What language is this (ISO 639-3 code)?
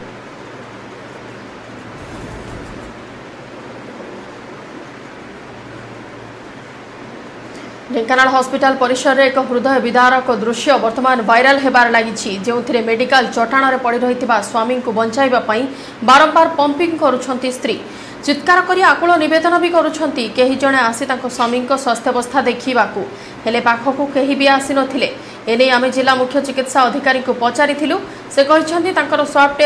ori